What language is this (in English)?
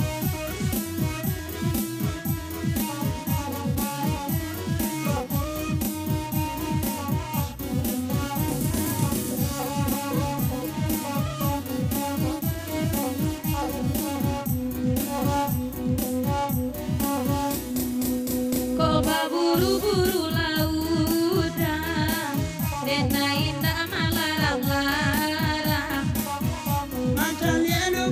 Minangkabau